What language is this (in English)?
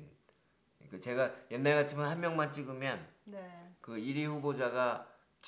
Korean